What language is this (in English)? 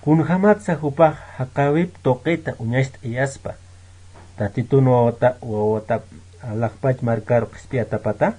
Aymara